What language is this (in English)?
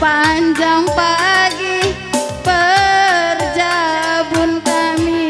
Batak Karo